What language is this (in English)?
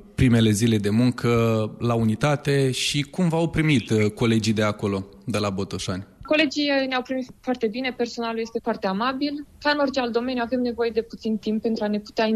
Romanian